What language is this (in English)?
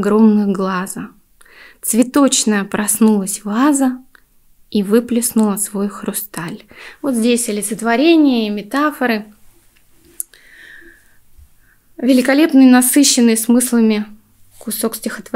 Russian